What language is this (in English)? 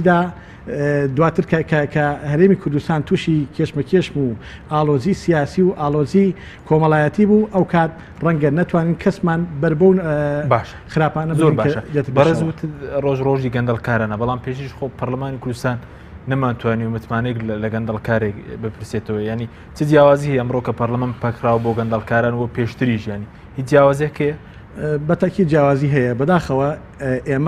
Central Kurdish